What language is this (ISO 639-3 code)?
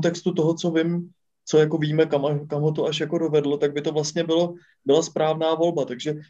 ces